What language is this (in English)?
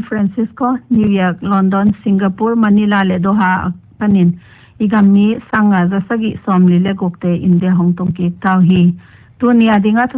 Paite Chin